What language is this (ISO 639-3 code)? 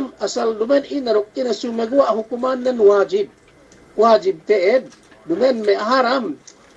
yka